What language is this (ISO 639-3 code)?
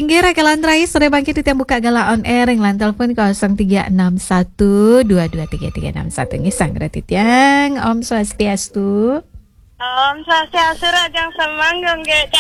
ban